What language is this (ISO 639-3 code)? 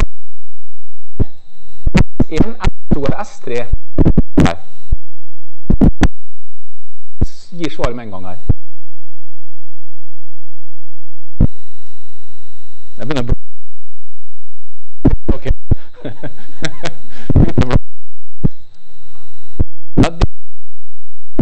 nor